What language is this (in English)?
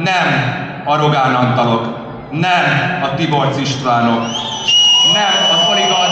Hungarian